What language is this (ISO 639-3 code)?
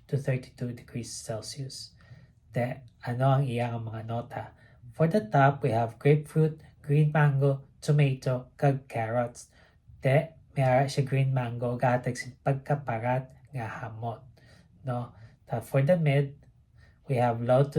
hil